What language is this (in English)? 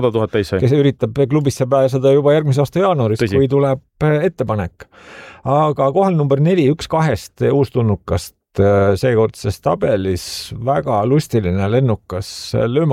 Estonian